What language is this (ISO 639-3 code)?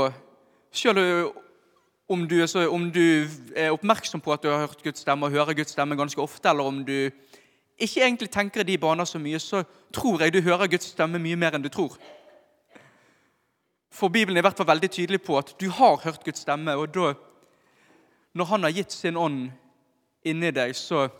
nor